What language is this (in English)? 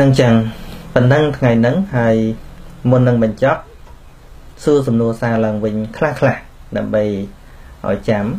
Khmer